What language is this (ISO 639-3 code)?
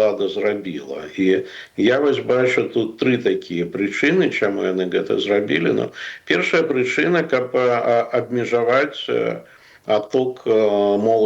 bel